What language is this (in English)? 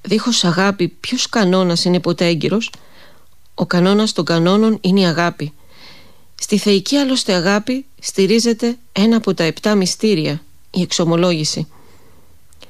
Greek